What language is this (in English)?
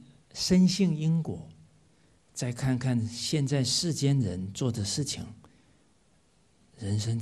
Chinese